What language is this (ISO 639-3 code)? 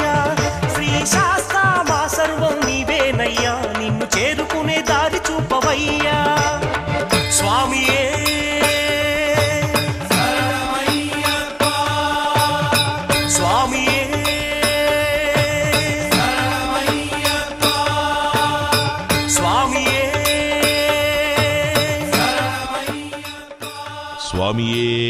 tel